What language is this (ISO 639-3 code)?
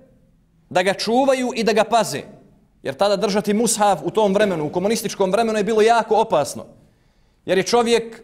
bos